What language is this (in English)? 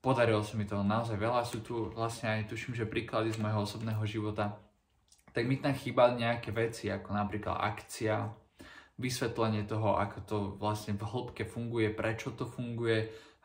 Slovak